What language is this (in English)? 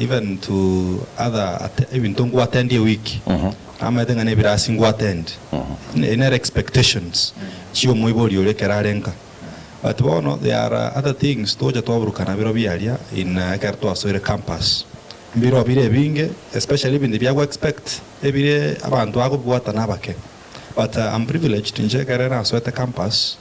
Gusii